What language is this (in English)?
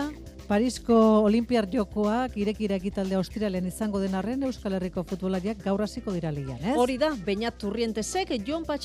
Basque